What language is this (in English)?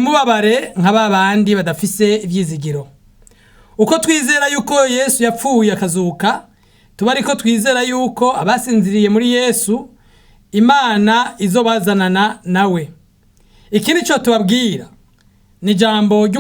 Rundi